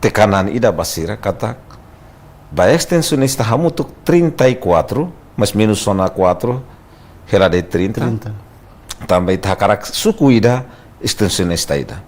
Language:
Tetum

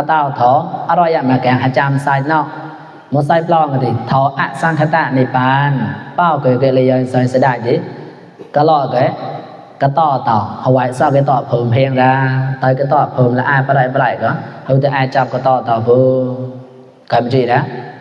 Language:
Mon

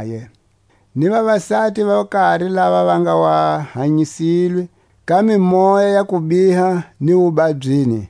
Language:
Tswa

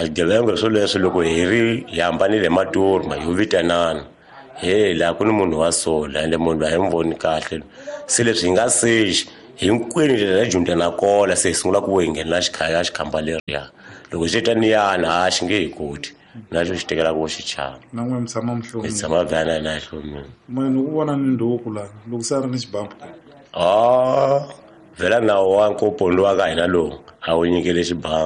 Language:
Tsonga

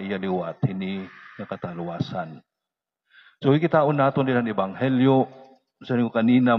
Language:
Waray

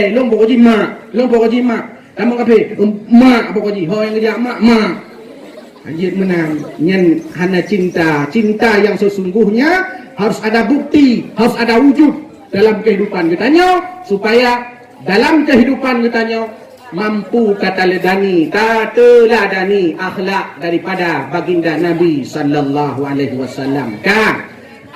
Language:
Achinese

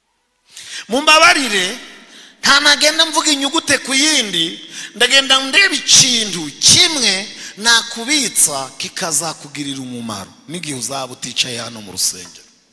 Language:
Kinyarwanda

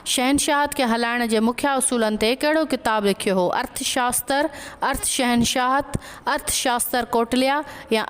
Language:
Sindhi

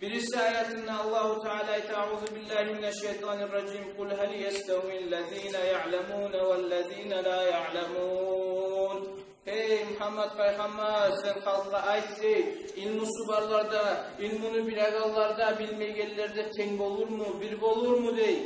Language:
Kumyk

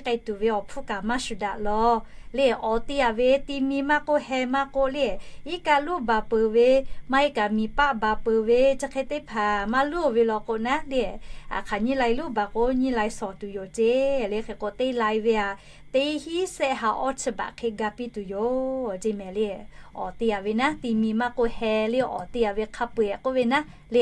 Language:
Lahu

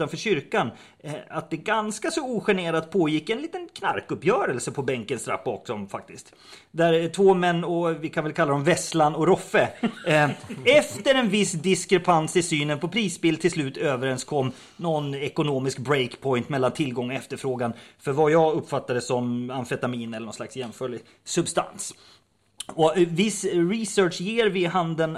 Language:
Swedish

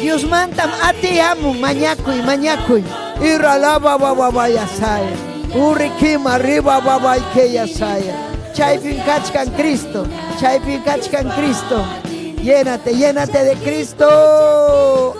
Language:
Ayacucho Quechua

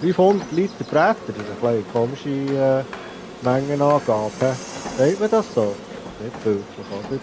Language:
Swiss German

